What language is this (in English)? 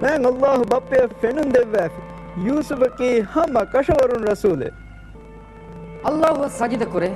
Divehi